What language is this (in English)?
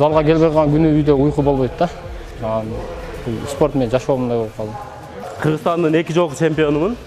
Kyrgyz